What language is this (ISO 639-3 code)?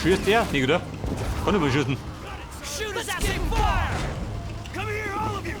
bar